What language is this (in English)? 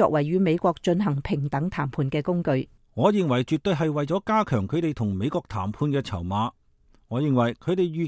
Cantonese